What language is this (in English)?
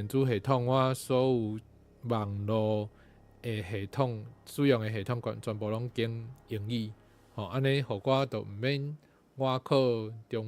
Min Nan Chinese